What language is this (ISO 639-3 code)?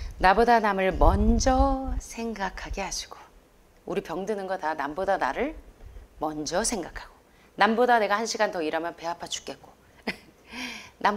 kor